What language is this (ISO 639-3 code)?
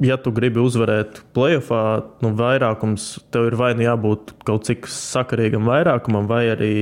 lav